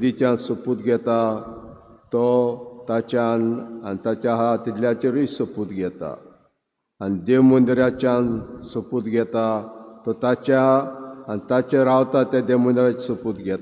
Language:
Konkani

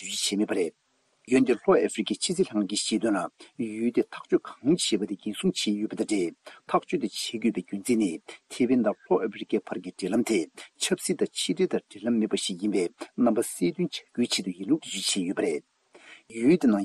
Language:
Tibetan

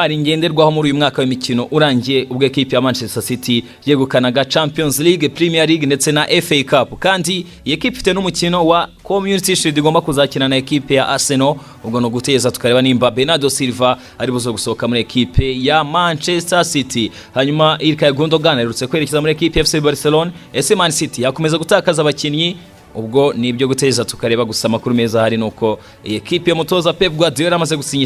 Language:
Kinyarwanda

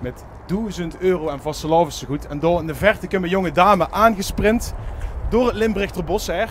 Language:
Limburgish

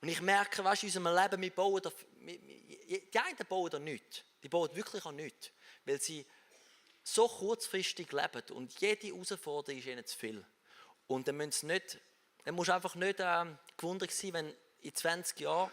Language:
Swiss German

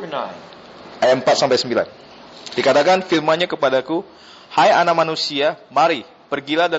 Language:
Indonesian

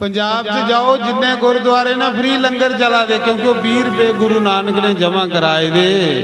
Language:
Dogri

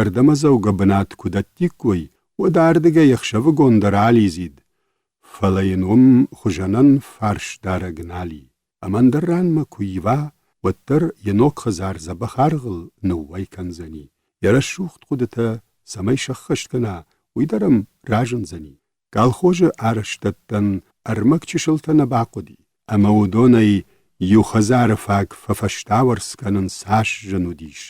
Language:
Ossetic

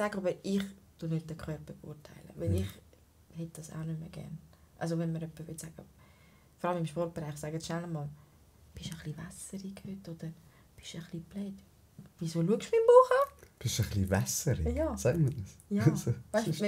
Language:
Swiss German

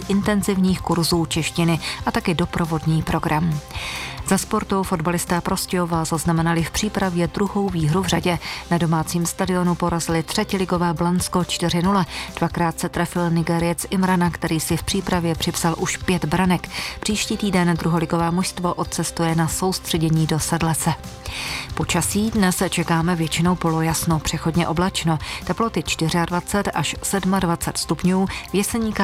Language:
Czech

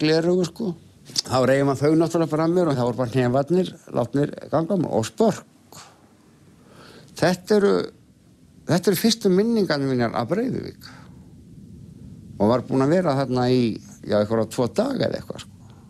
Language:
Icelandic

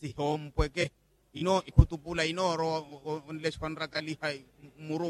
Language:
Makhuwa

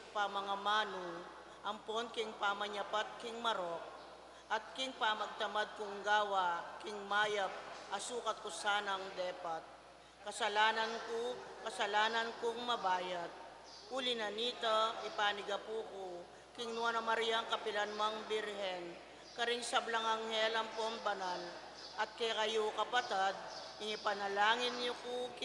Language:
Pampanga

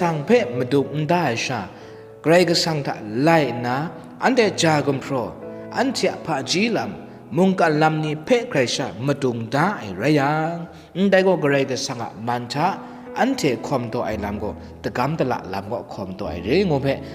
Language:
Kachin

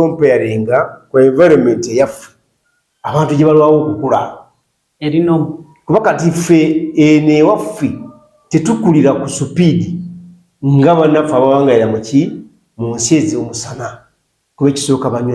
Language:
Ganda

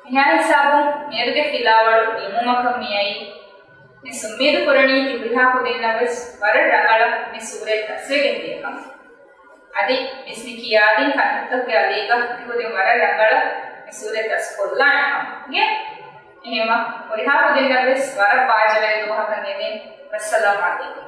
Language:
Divehi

